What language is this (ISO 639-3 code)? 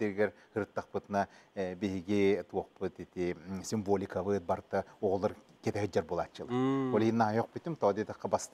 sah